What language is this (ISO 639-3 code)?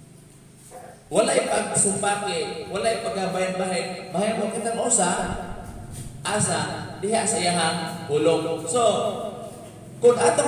ceb